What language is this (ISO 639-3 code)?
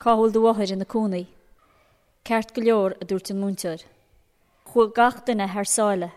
gle